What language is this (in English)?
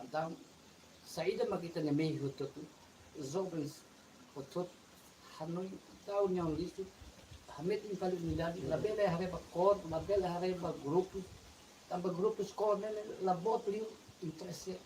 Tetum